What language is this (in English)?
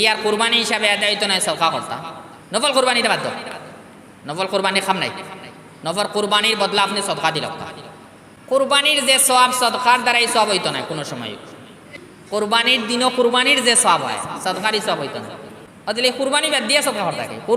Sylheti